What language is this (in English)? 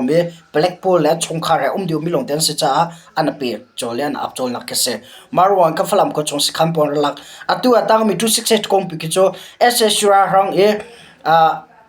Hakha Chin